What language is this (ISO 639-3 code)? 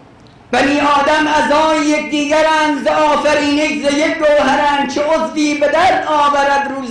fas